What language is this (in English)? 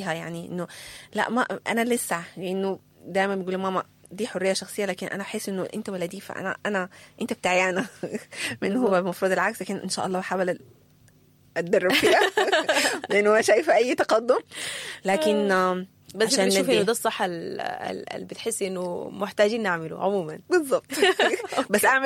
Sudanese Arabic